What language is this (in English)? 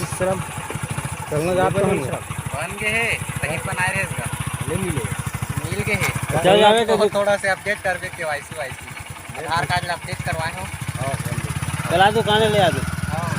Chhattisgarhi